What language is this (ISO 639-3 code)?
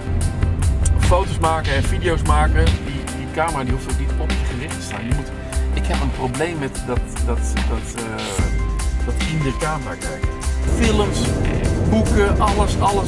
nld